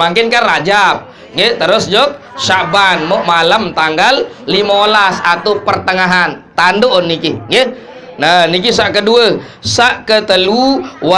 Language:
Sasak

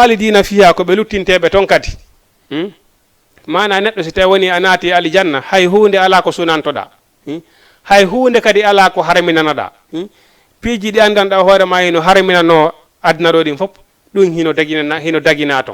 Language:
Fula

